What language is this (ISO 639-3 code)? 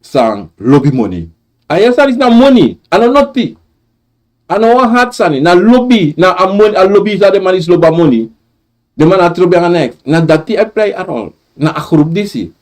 srn